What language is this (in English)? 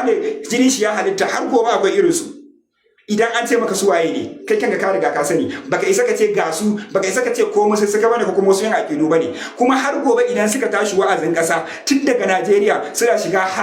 Hausa